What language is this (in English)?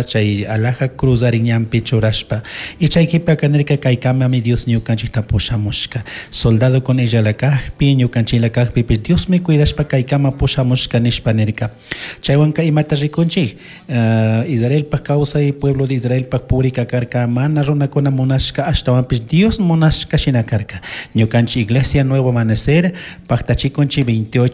Chimborazo Highland Quichua